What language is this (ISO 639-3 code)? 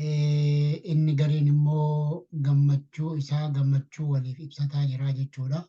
orm